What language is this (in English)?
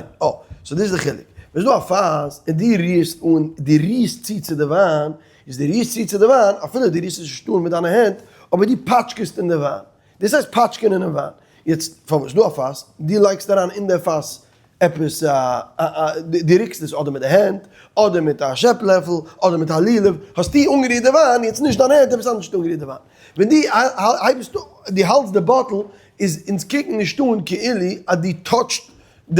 Yiddish